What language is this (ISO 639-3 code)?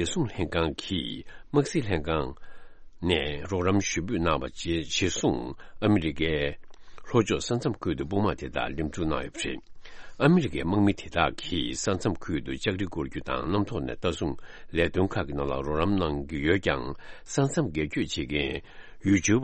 bod